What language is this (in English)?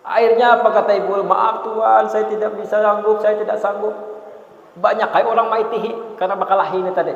Banjar